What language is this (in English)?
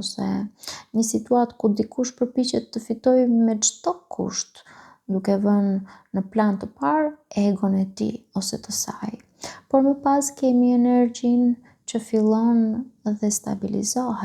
Albanian